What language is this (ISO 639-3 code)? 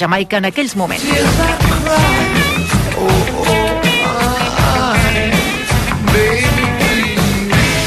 cat